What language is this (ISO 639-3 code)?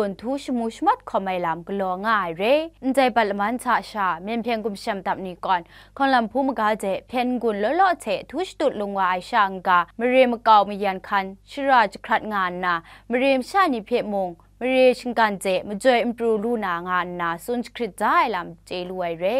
kac